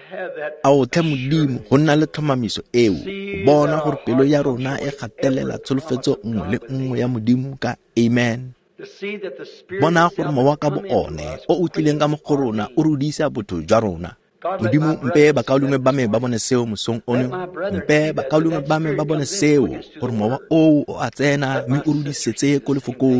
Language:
Tswana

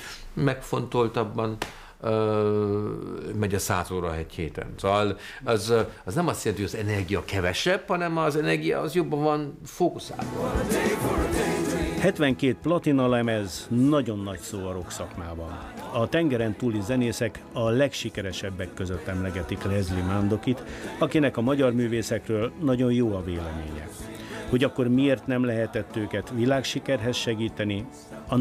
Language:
Hungarian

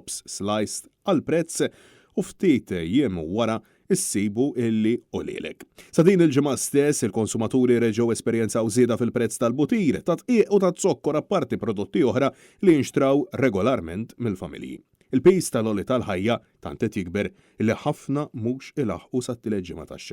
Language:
Maltese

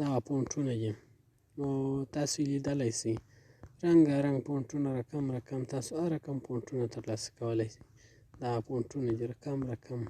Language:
Pashto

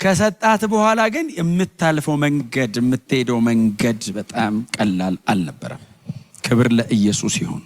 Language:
Amharic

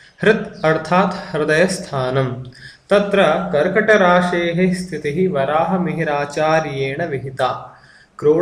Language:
Sanskrit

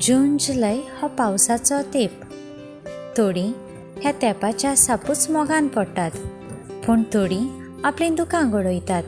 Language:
Konkani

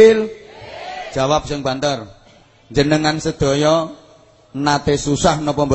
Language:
Javanese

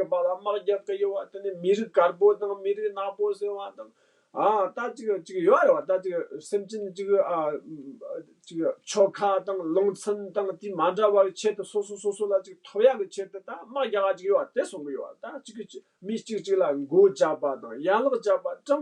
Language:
Tibetan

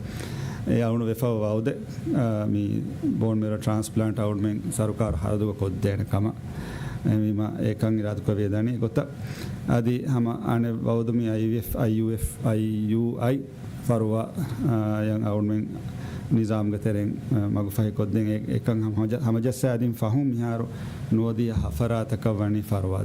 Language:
Divehi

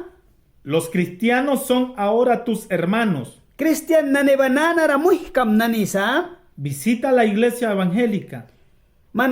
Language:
Mískito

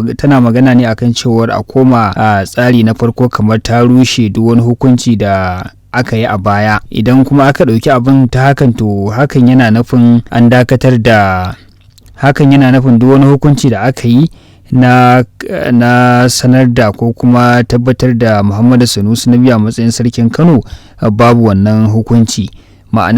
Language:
Hausa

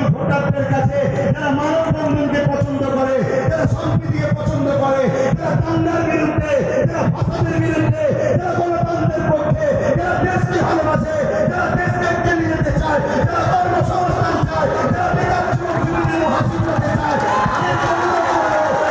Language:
Bangla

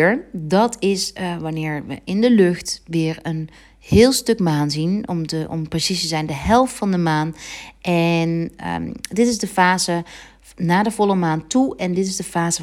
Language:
Dutch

